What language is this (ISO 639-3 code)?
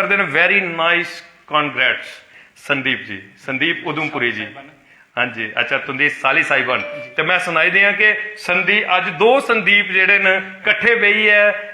doi